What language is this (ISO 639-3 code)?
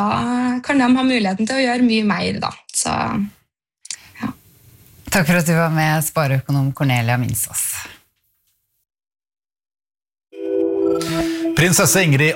nor